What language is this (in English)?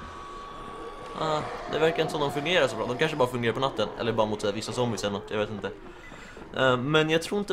Swedish